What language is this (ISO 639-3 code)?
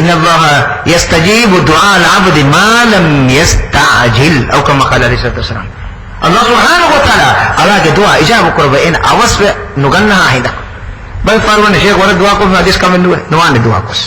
div